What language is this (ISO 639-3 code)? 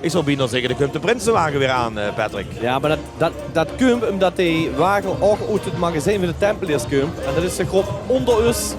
lim